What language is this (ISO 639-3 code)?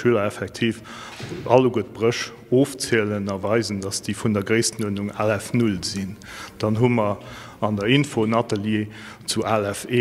ltz